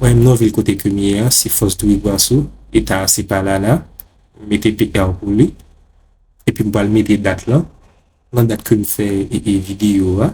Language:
Haitian Creole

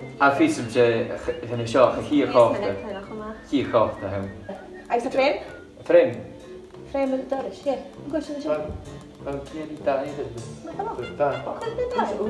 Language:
Scottish Gaelic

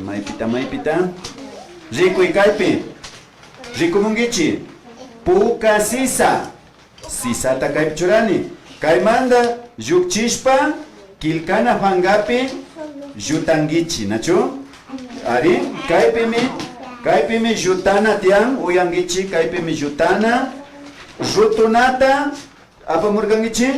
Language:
Imbabura Highland Quichua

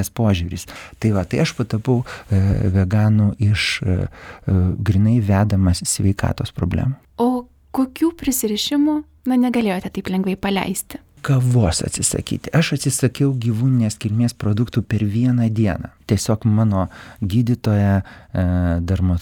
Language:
Lithuanian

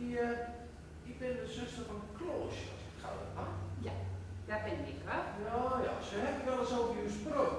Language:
Gronings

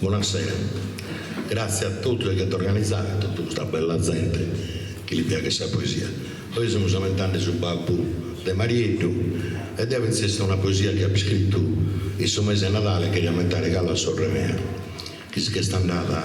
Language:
Sardinian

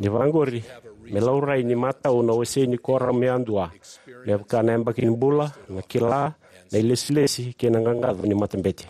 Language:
Fijian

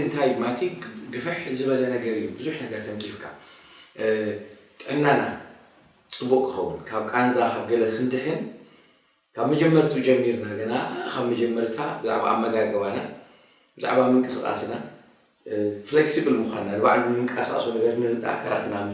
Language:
Tigrinya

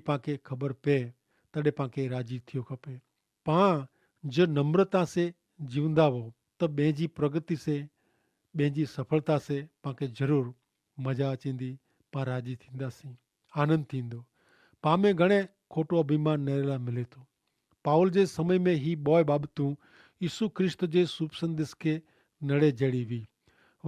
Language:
Kachhi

